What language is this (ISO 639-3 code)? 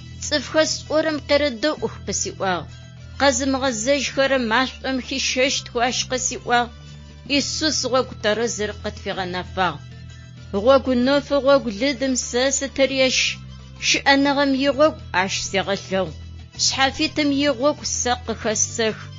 ady